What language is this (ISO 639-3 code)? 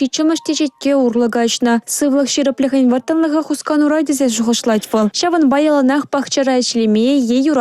chv